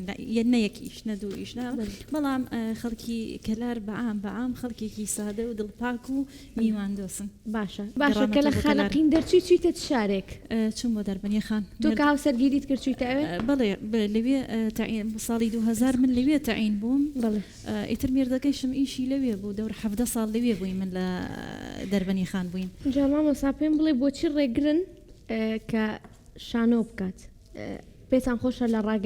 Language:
Central Kurdish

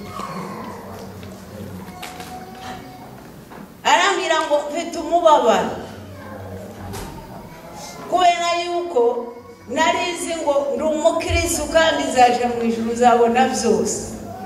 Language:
Kinyarwanda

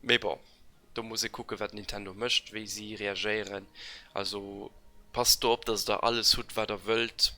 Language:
Luxembourgish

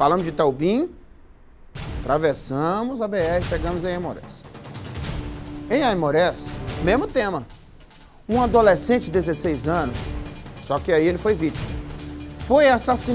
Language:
Portuguese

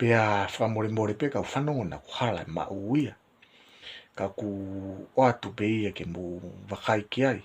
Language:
Tongan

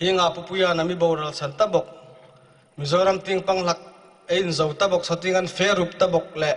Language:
Hmar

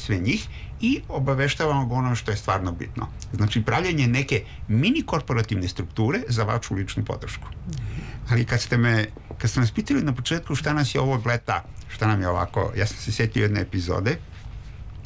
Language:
Serbian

